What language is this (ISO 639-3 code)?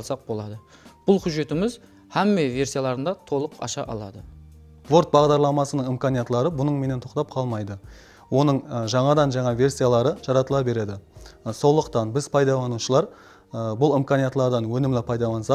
kaa